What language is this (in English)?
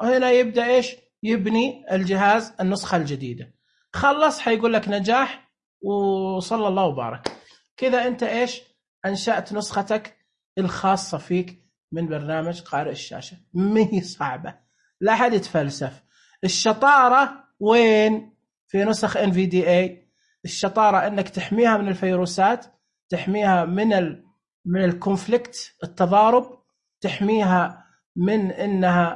Najdi Arabic